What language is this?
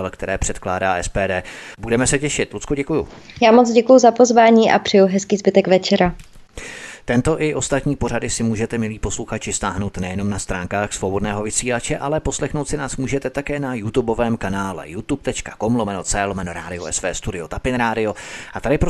Czech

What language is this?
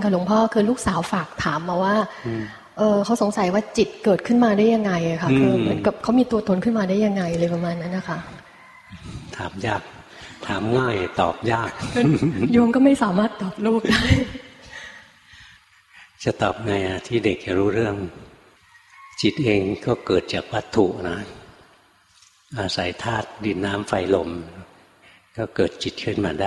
Thai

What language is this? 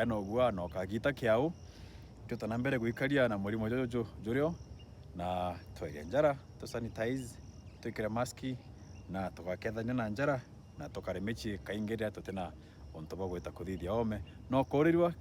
Meru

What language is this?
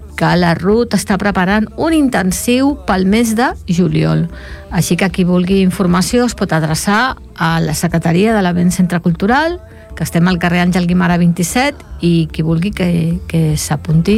Catalan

